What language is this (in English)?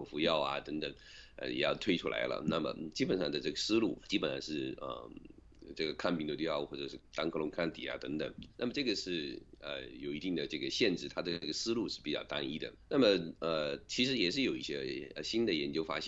Chinese